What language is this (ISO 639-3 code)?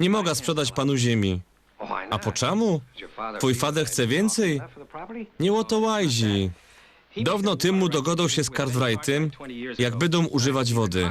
szl